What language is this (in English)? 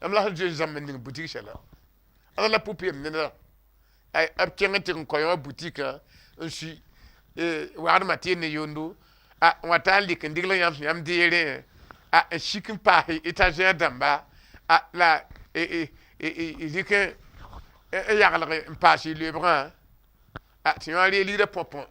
Mossi